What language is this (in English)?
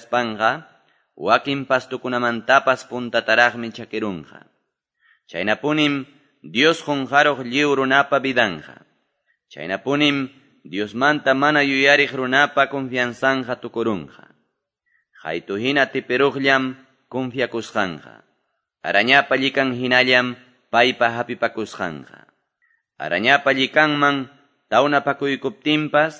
Quechua